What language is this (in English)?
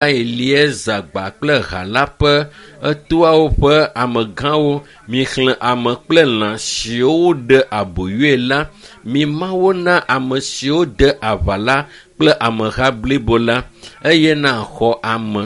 Ewe